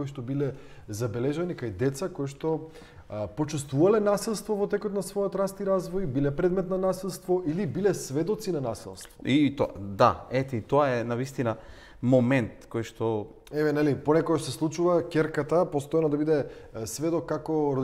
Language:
Macedonian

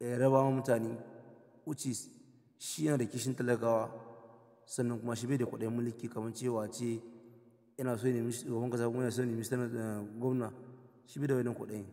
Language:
Hausa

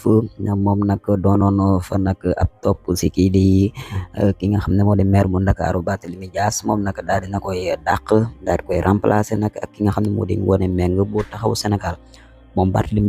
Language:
Wolof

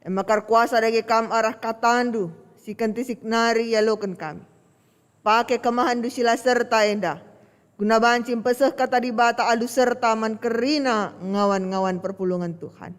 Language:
Batak Karo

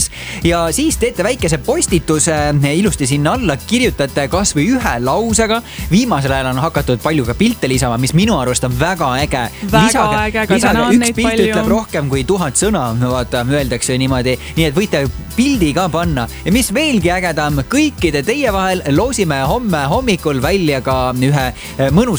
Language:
Estonian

